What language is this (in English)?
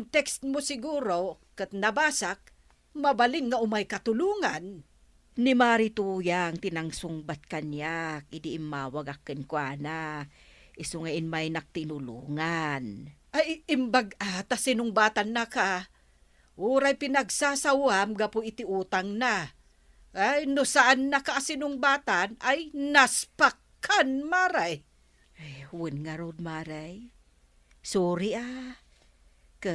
Iloko